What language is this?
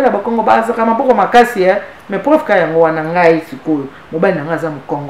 Lingala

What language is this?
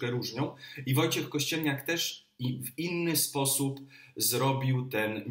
Polish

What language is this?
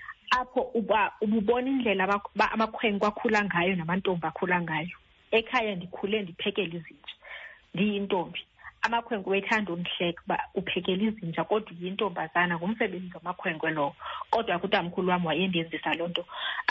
Xhosa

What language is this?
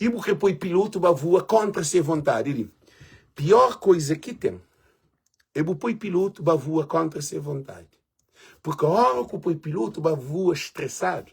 Kabuverdianu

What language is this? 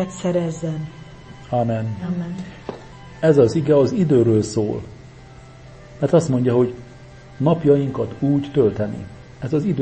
Hungarian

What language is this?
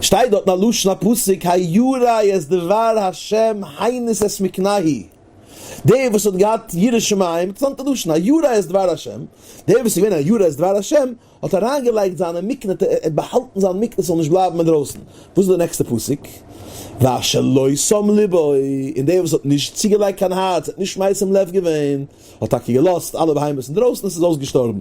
Yiddish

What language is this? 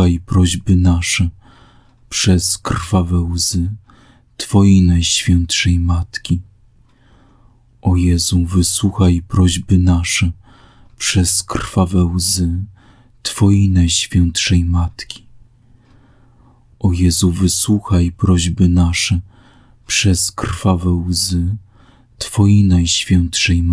Polish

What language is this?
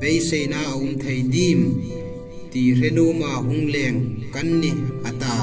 Hmar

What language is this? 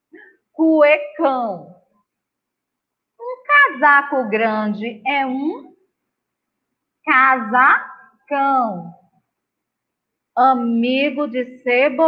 Portuguese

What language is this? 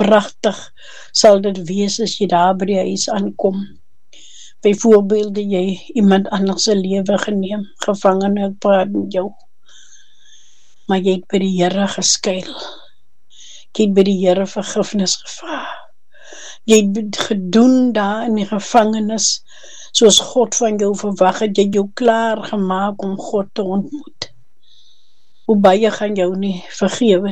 Afrikaans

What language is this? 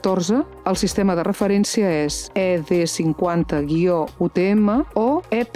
Catalan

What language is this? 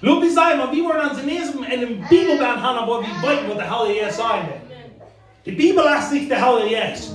Plautdietsch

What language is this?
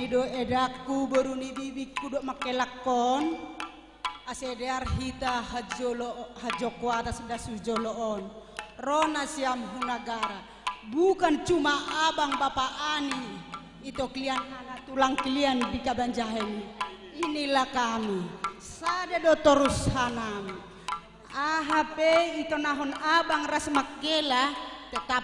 Batak Karo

